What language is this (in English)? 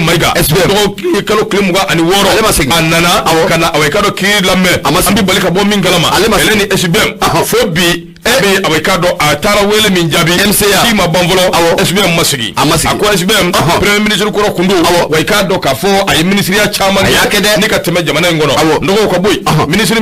Bambara